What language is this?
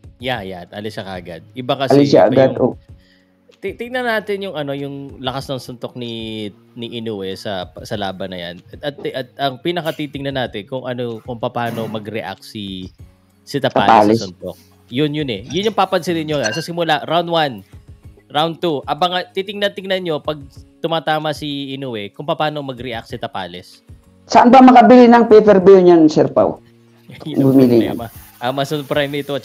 Filipino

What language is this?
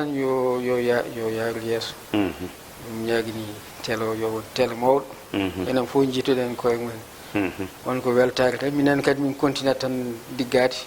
Fula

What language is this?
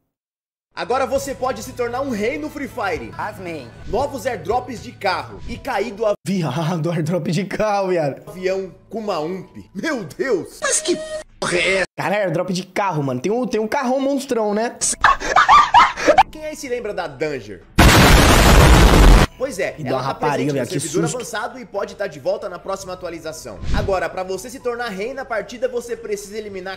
Portuguese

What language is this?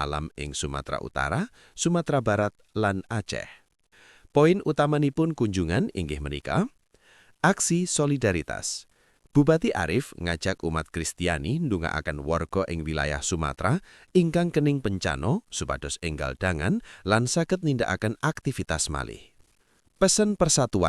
Javanese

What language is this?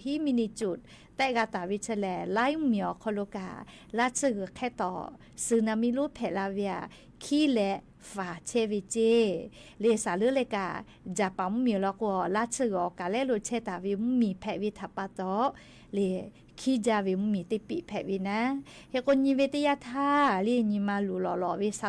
Lahu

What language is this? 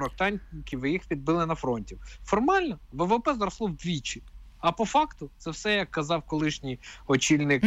Ukrainian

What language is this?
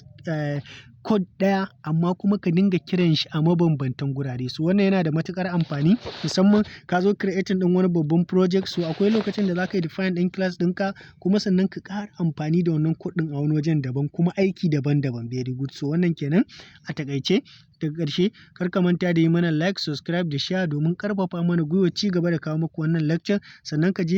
Hausa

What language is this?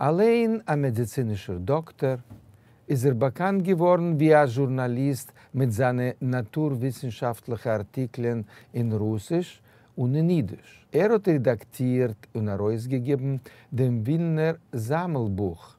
Yiddish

